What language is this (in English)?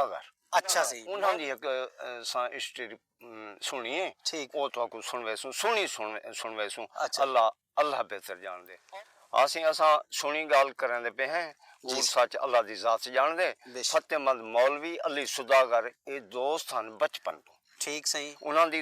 Saraiki